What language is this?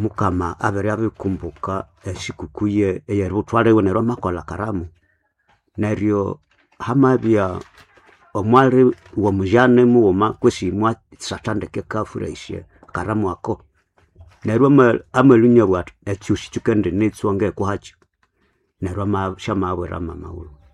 Nande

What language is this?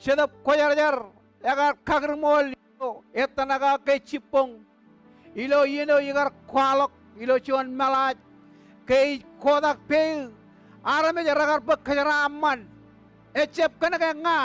Marshallese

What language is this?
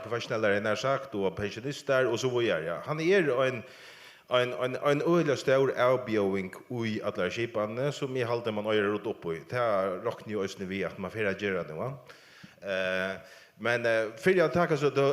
Faroese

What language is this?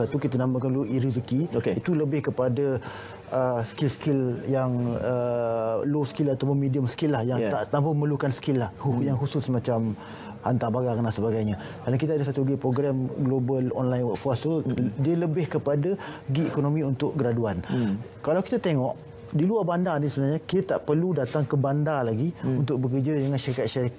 Malay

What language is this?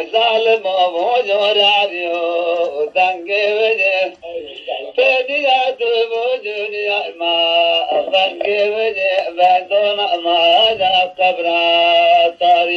Zaza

